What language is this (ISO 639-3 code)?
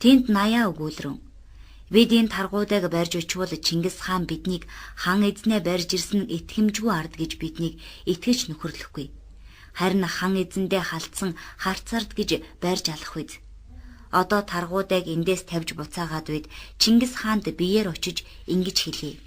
mon